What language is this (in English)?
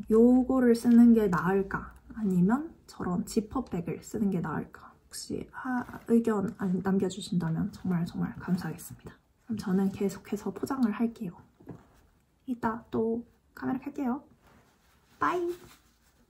Korean